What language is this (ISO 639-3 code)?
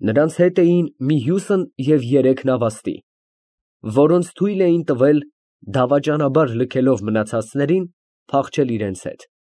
hye